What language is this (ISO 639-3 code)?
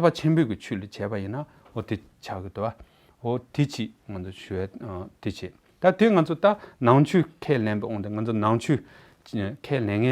bod